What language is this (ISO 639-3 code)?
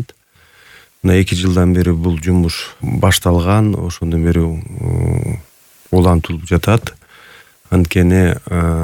kir